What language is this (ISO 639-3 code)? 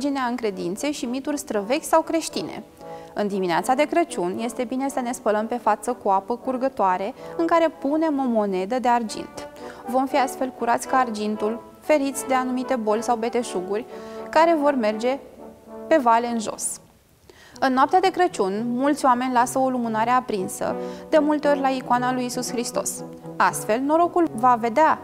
ron